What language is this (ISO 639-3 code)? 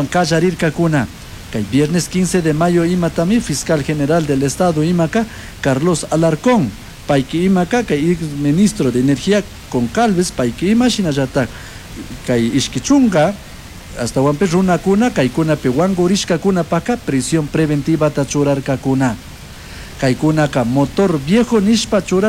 qug